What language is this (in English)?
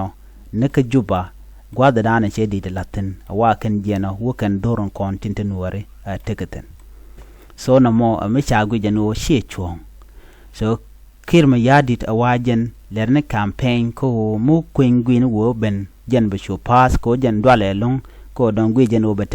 Nuer